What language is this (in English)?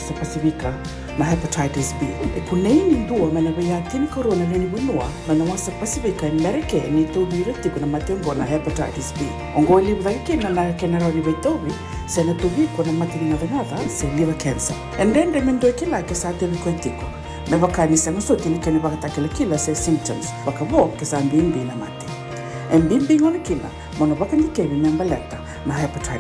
Fijian